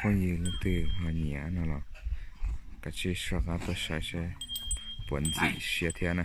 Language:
Hmong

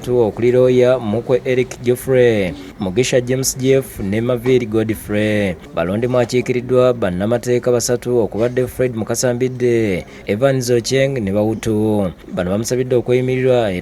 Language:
Ganda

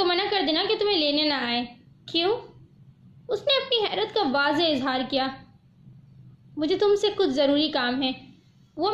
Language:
Urdu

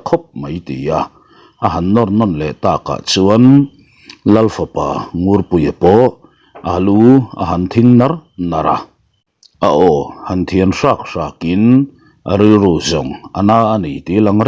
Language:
Mizo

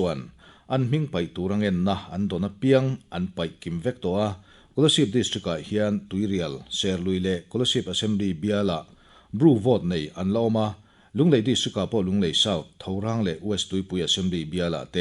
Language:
Mizo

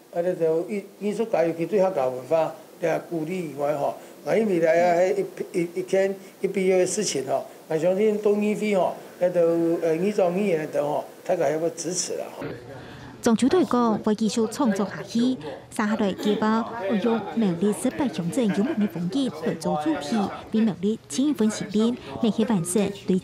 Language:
Hakka Chinese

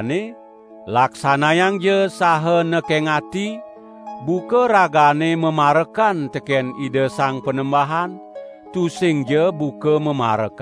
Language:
Balinese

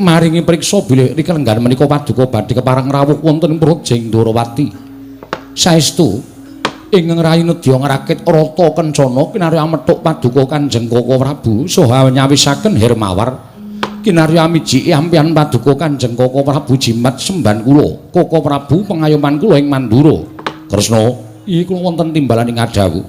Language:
Javanese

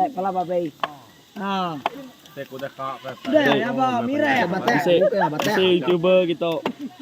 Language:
Iban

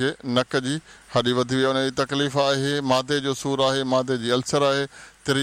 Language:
Sindhi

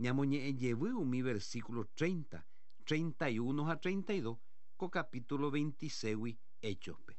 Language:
Guarani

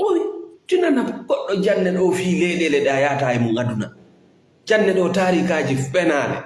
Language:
Fula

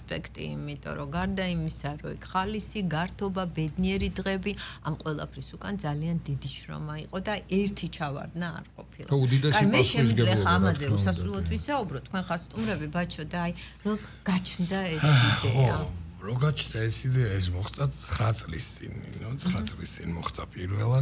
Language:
Georgian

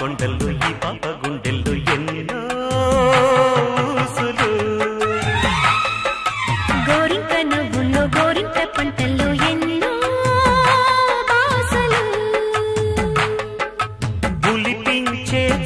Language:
Telugu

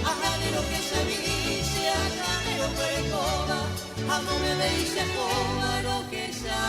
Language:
Guarani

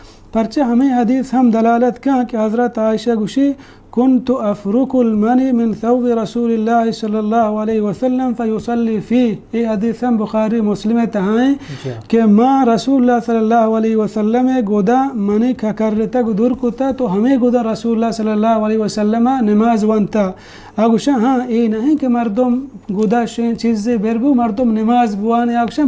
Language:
Baluchi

